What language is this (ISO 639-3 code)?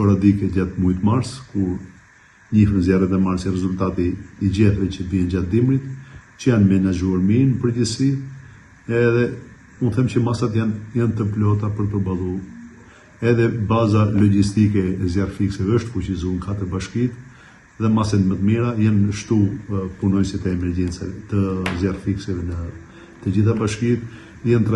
sqi